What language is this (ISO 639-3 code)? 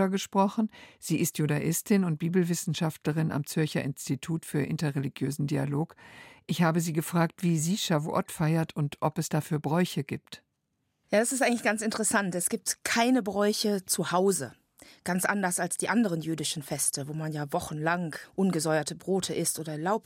deu